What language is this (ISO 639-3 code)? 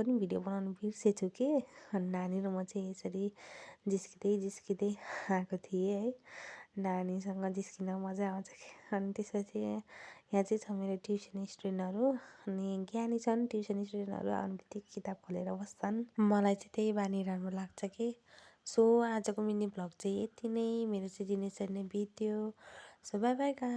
nep